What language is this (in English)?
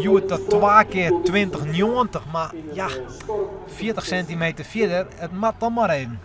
Western Frisian